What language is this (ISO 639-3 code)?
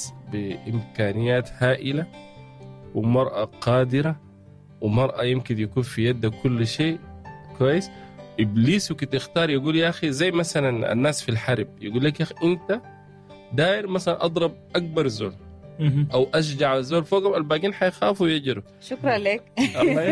apd